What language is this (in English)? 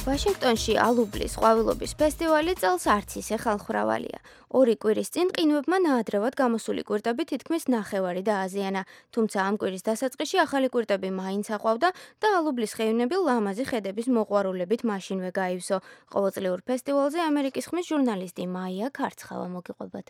Georgian